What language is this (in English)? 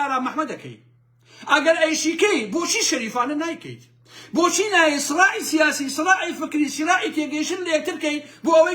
Central Kurdish